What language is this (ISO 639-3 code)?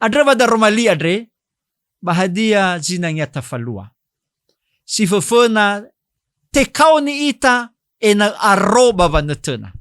nia